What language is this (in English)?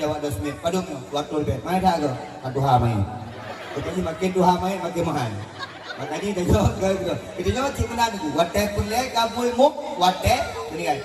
Achinese